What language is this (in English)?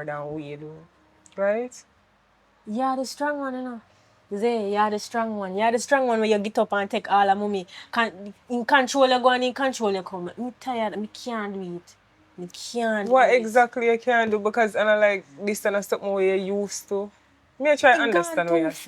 Jamaican Creole English